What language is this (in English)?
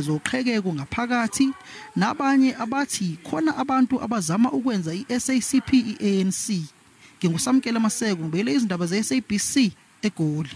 Zulu